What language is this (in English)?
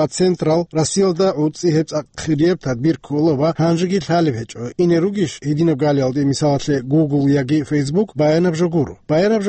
Avaric